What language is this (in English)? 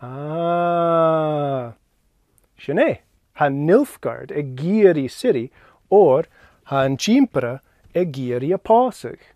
Scottish Gaelic